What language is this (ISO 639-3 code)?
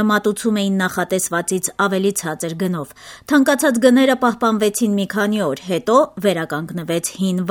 hye